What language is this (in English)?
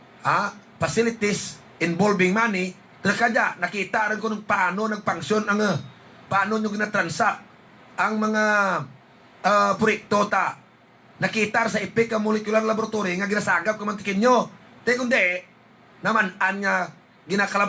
Hiligaynon